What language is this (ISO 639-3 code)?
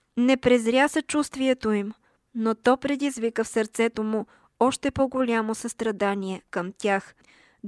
bul